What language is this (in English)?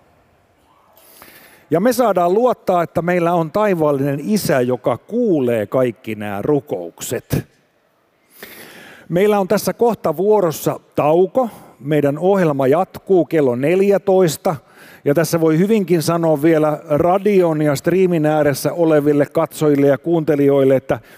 Finnish